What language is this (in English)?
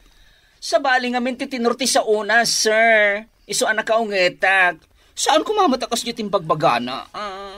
Iloko